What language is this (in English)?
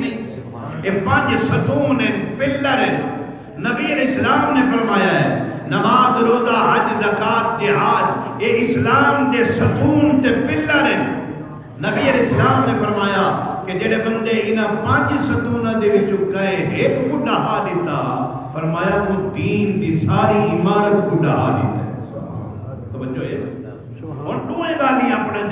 Saraiki